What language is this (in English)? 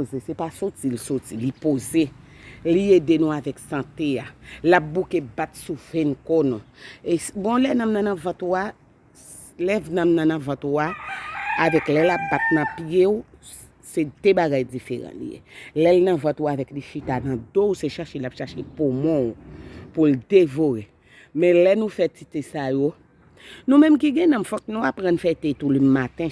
Haitian Creole